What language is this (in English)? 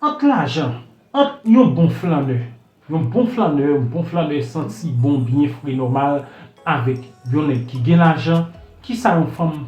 Haitian Creole